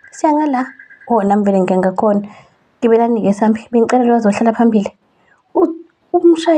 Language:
Zulu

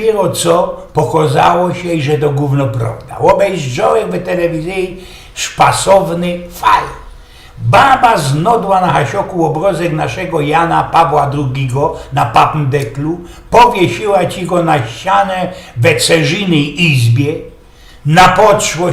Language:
Silesian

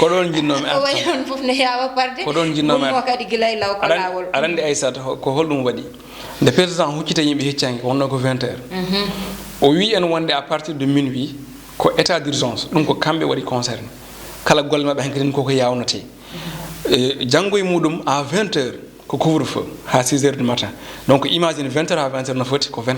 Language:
Fula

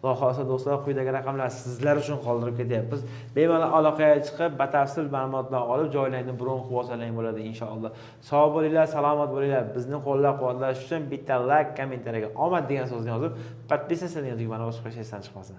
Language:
Uzbek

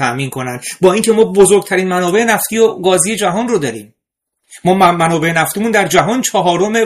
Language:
Persian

